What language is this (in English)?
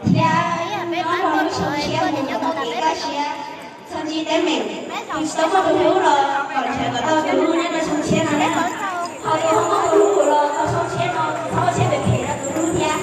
Hmong